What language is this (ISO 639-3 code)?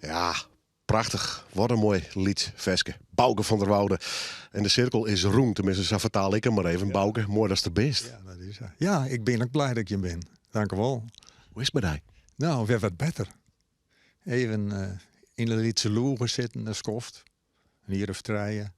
fry